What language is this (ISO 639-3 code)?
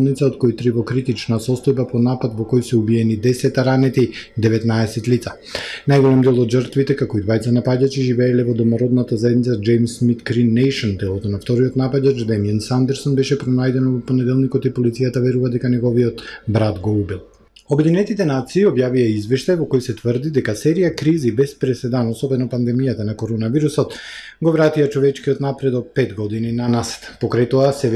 mkd